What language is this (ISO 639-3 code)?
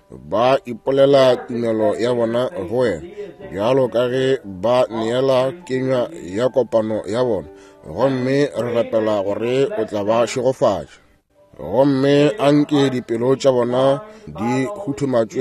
nso